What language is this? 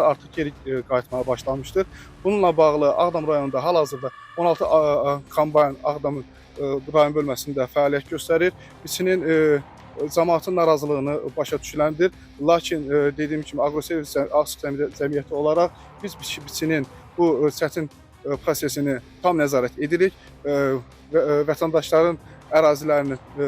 Azerbaijani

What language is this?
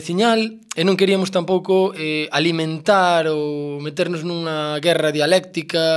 Galician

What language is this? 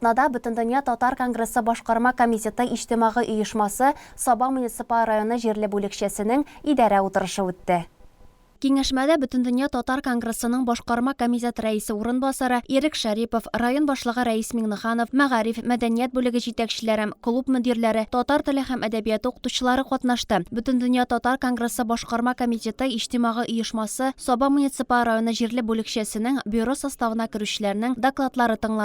Tatar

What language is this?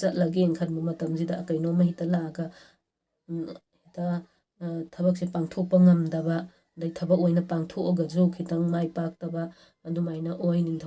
Manipuri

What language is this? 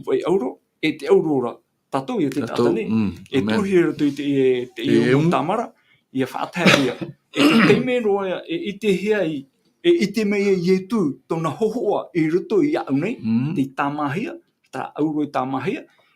Tahitian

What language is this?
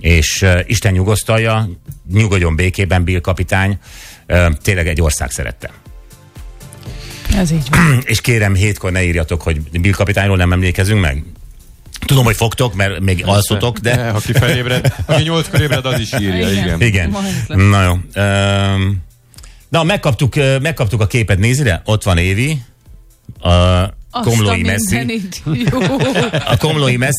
Hungarian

